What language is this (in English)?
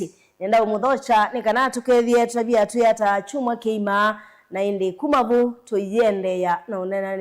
Kamba